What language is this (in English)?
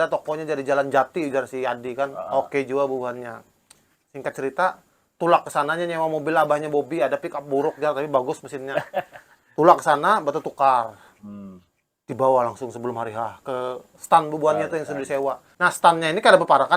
Banjar